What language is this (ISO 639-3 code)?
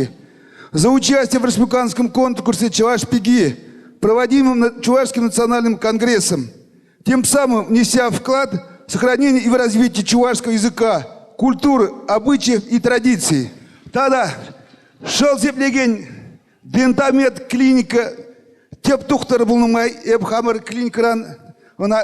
chv